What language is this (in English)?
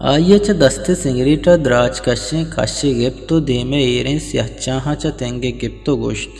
Eastern Balochi